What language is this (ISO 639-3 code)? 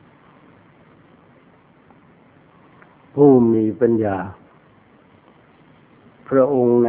tha